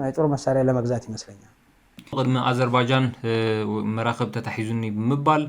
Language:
Tigrinya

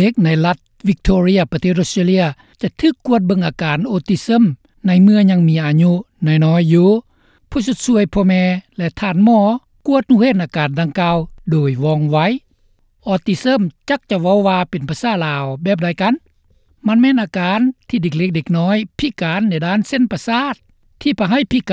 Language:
Lao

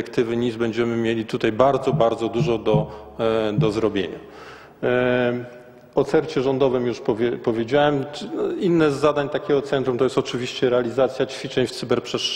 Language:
Polish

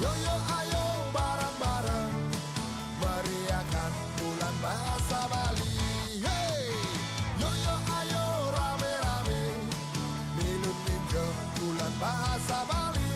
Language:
Balinese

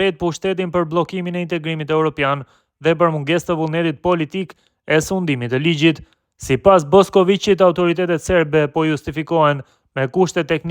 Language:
Albanian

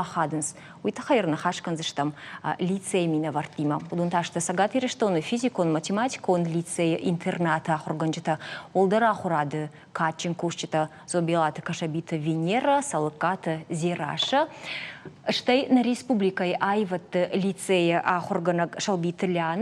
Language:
Ossetic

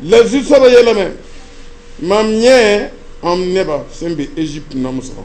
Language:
Mossi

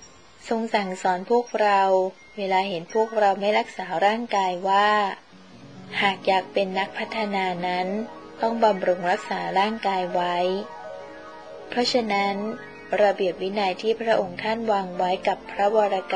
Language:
Thai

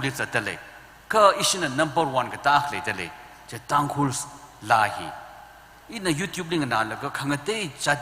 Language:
Tangkhul Naga (India)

